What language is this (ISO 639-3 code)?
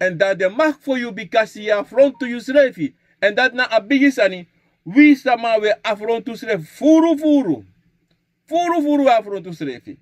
srn